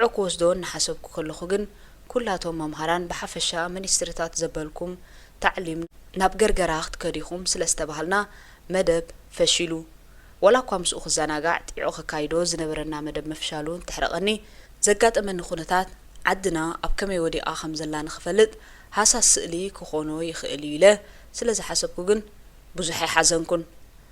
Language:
Tigrinya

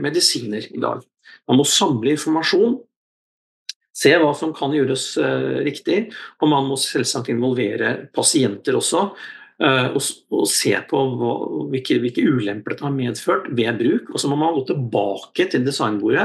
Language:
Norwegian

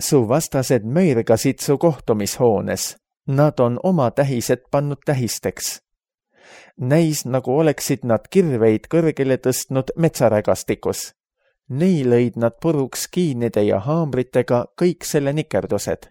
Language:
Estonian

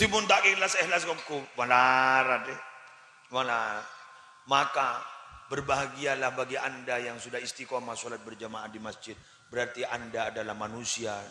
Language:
Madurese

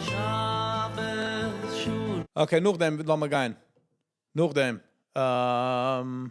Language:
Yiddish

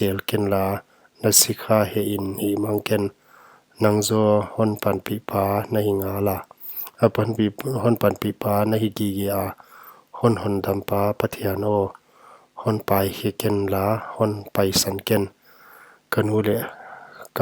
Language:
Paite Chin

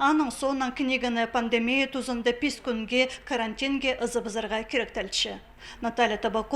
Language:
Khakas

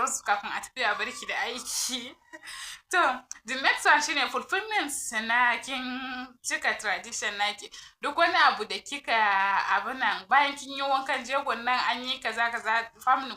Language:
Hausa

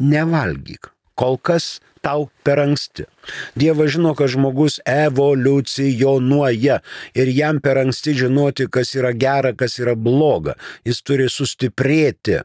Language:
Lithuanian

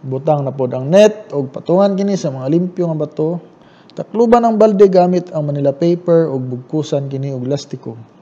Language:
Cebuano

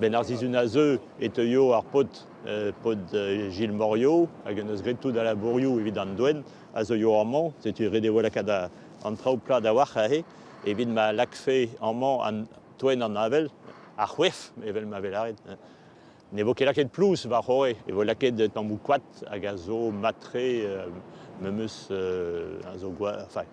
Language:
Breton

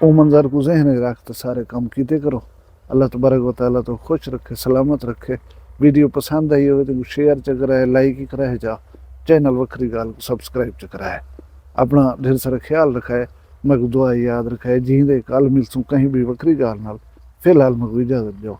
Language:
Saraiki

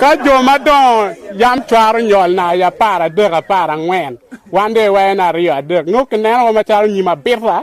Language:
Acoli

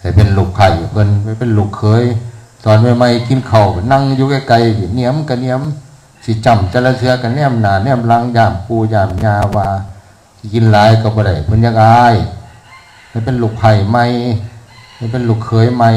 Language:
Northeastern Thai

